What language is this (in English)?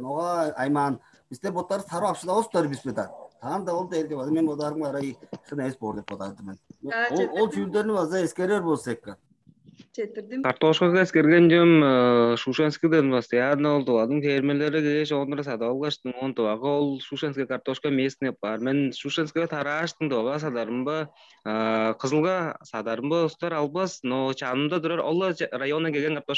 Tuvinian